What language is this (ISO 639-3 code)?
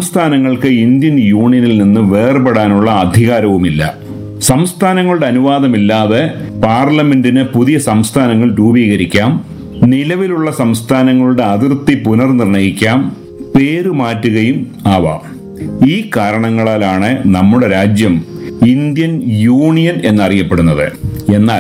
mal